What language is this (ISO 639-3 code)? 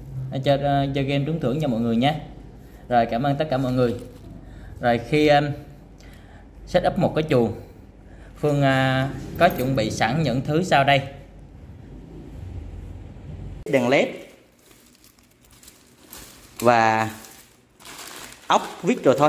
vie